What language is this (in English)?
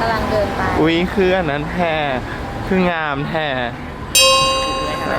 Lao